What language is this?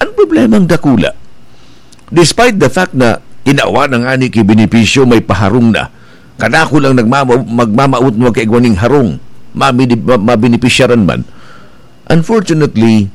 Bikol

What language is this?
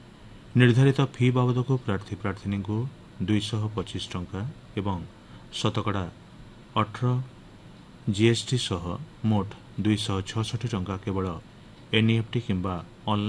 Odia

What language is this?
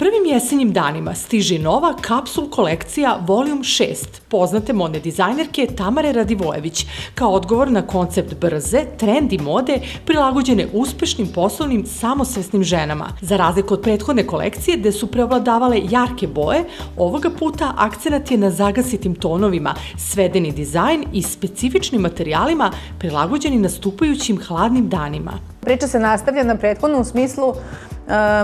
Serbian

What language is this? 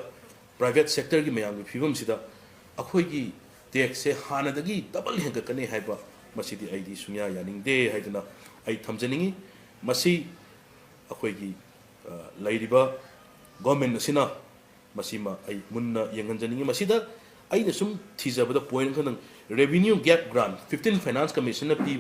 Manipuri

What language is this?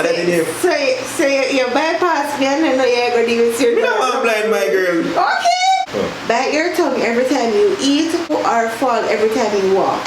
Jamaican Creole English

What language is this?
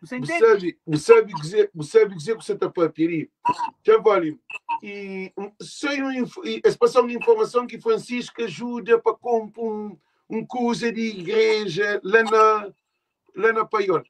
Kabuverdianu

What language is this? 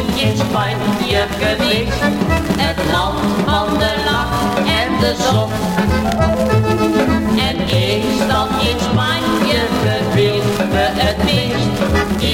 Dutch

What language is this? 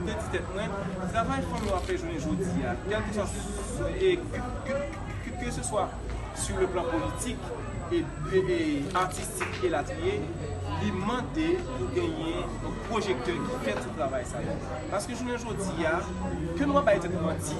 Haitian Creole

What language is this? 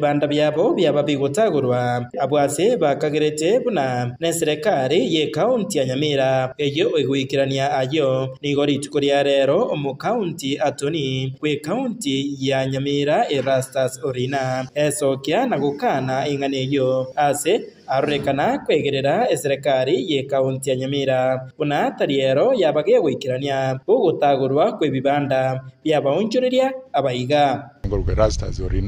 Gusii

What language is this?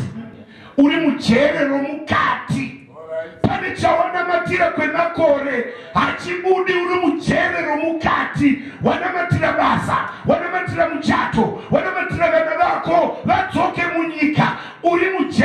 Shona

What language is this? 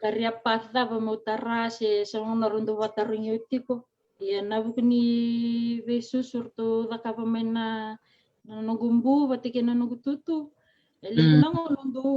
Fijian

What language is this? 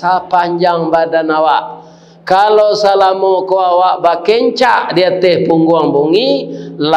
Minangkabau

